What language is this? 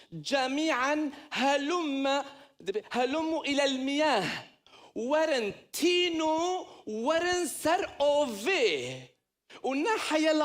Kurdish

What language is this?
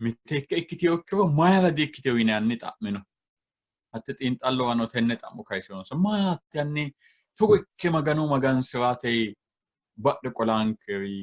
Sidamo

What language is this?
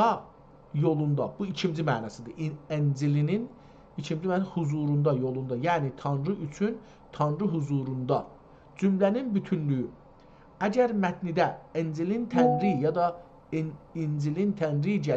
South Azerbaijani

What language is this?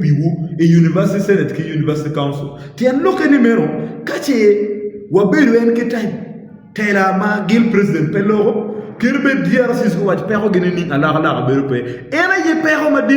Acoli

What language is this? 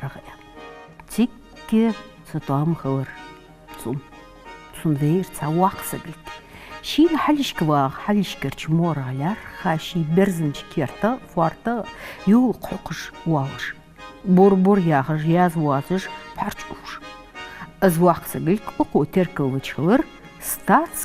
Ingush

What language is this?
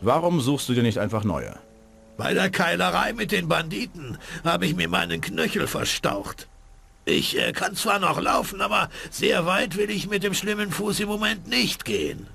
Bavarian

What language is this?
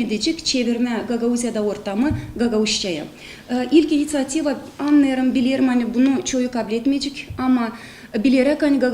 Gagauz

